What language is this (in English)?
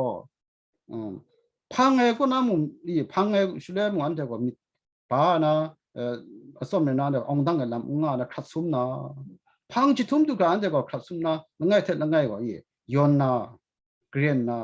Kachin